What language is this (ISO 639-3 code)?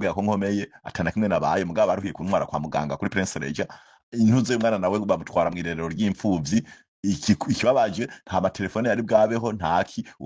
run